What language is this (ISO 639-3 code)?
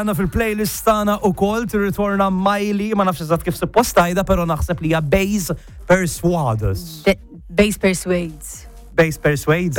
mlt